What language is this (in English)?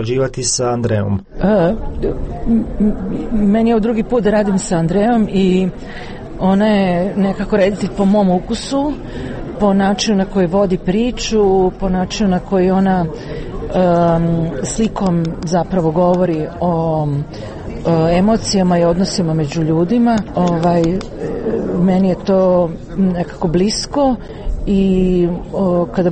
Serbian